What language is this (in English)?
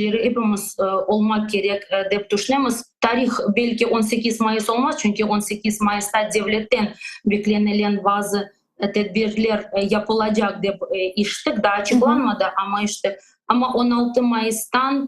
Crimean Tatar